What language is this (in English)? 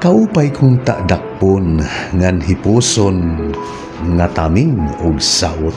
Waray